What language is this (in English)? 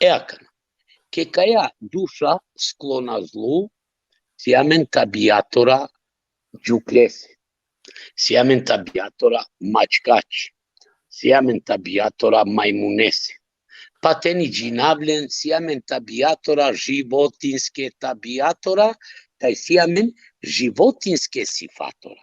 Balkan Romani